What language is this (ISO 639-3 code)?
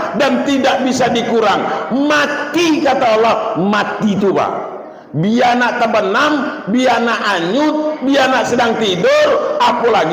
min